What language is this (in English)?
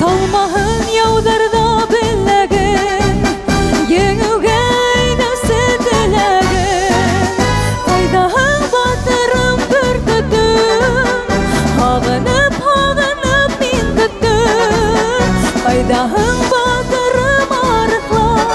Bashkir